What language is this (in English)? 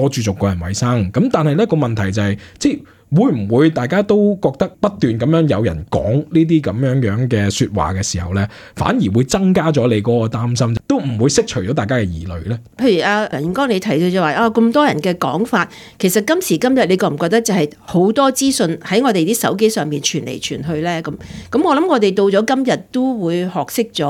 Cantonese